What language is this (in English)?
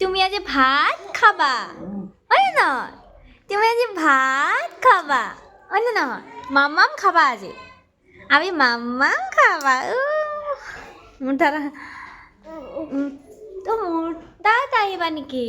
Assamese